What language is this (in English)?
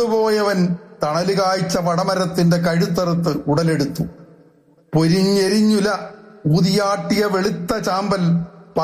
Malayalam